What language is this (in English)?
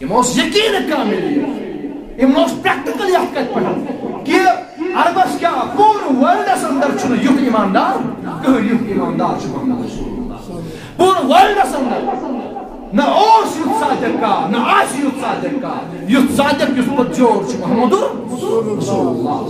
Kashmiri